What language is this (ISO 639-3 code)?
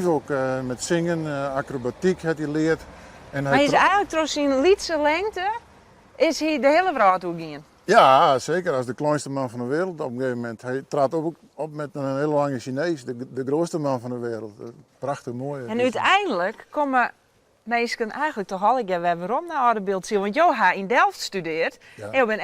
fry